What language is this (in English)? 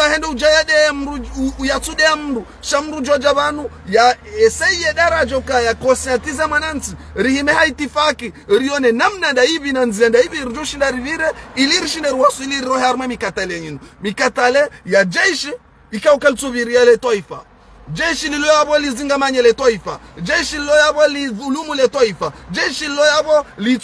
Ngazidja Comorian